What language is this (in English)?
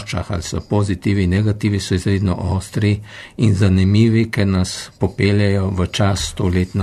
Slovenian